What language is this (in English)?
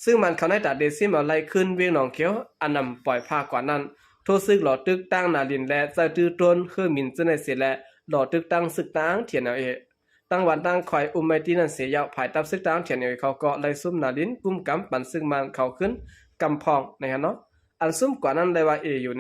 Shan